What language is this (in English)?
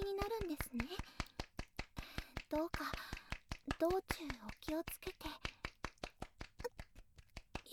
Japanese